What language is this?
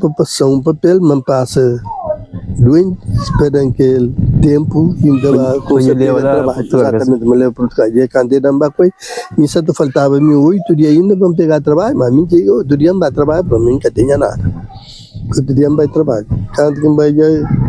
Kabuverdianu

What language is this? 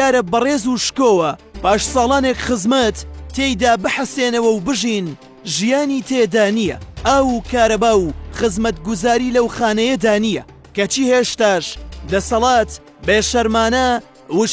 Central Kurdish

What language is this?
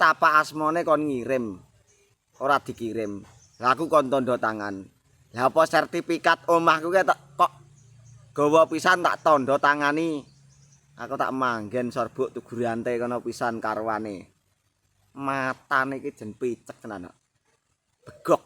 Javanese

